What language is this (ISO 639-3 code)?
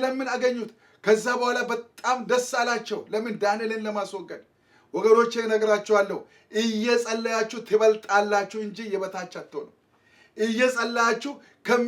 amh